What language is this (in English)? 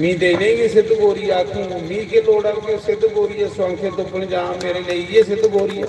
Dogri